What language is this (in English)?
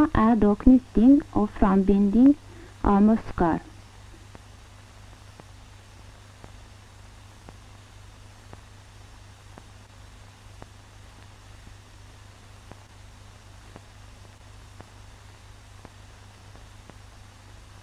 Norwegian